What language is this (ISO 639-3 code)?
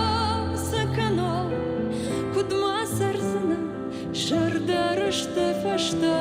oss